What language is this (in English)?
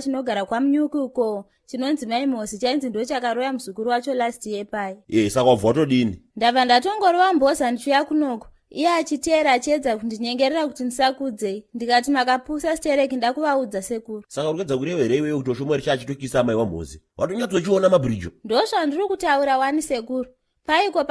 Shona